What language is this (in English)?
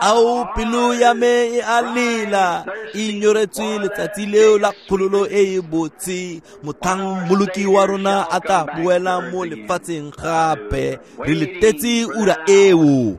Tswana